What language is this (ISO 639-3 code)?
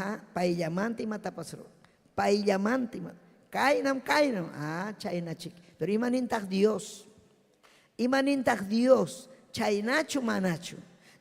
quy